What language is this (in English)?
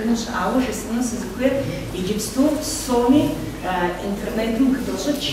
Kabardian